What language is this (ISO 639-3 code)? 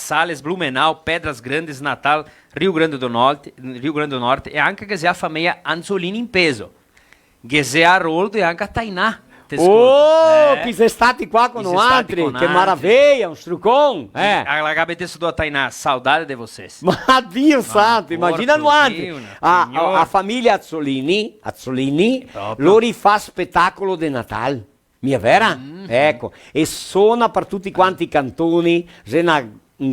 vec